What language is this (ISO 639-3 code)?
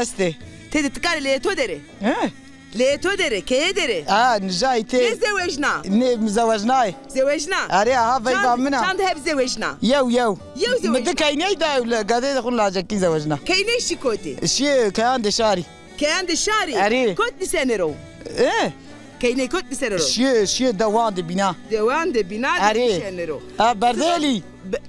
zza